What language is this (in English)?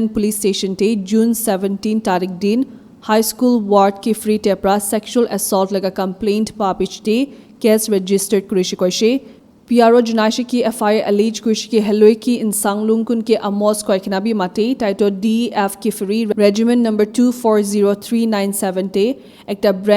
Naga Pidgin